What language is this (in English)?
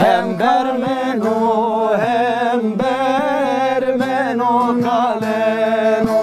Zaza